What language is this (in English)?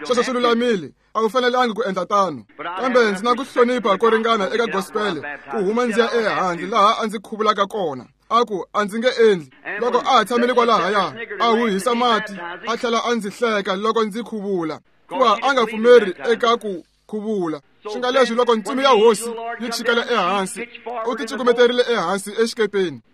Tsonga